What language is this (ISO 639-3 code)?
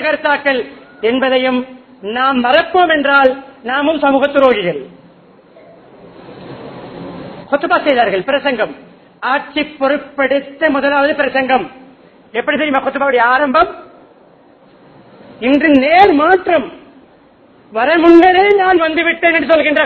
tam